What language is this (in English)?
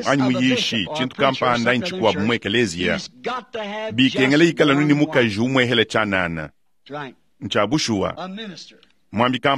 Luba-Lulua